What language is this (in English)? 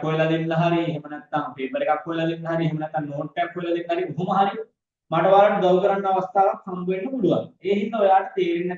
Sinhala